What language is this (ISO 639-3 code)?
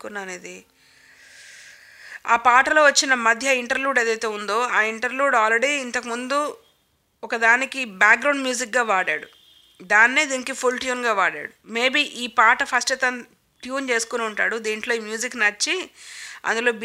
tel